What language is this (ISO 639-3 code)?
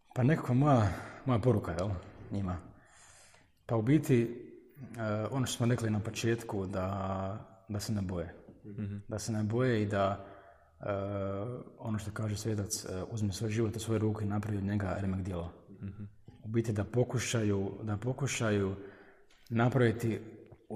hrv